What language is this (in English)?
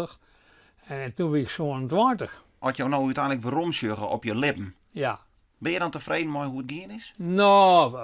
Western Frisian